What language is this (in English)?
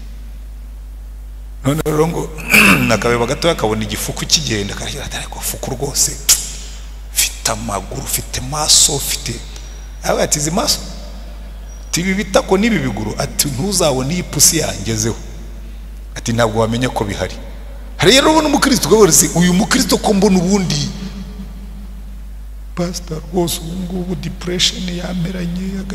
Kinyarwanda